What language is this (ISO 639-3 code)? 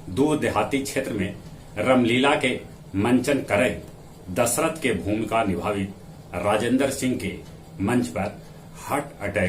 mag